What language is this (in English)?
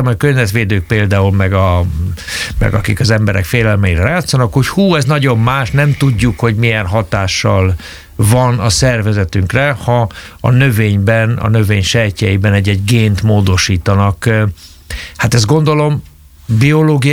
Hungarian